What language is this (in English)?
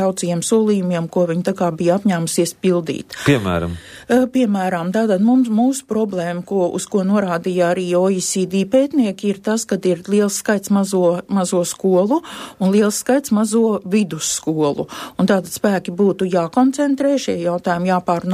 Latvian